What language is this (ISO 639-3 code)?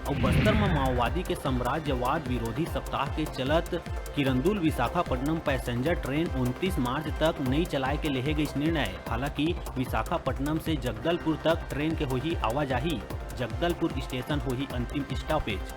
hne